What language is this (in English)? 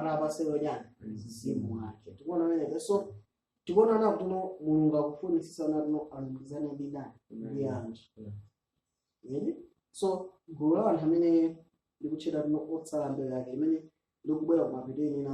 Nyanja